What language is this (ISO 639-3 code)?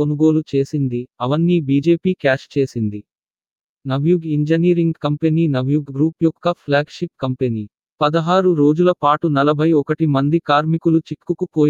tel